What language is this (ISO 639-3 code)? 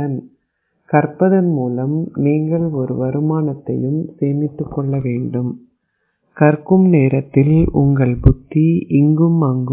tam